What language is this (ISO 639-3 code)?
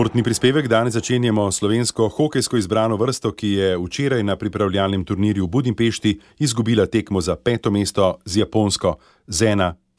slv